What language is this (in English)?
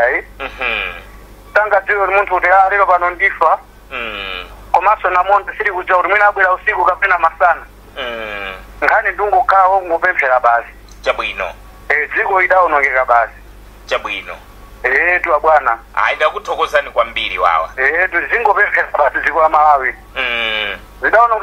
Nyanja